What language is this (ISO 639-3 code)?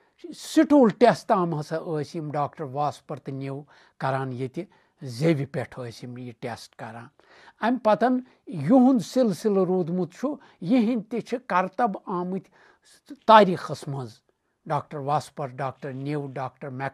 kas